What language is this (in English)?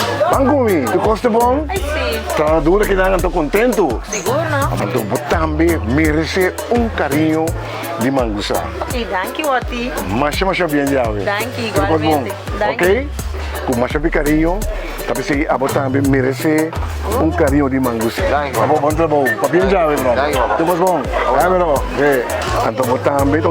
Papiamento